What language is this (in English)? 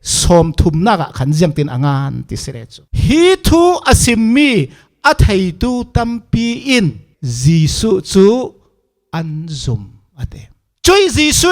Falam Chin